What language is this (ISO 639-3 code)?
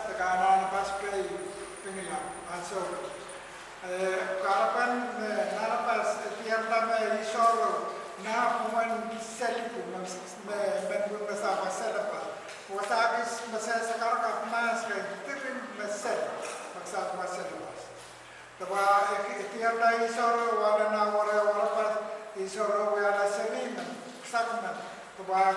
pon